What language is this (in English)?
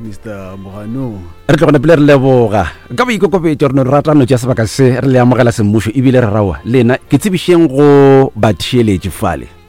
Northern Sotho